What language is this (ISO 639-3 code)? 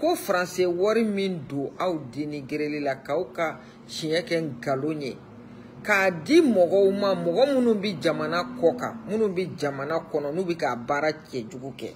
bam